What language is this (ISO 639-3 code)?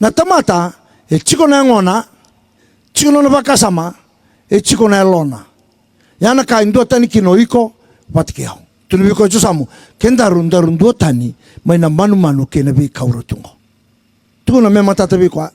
fij